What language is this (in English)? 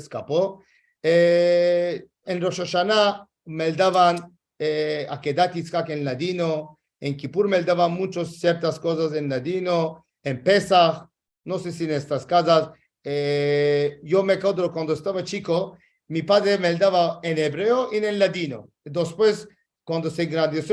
Ladino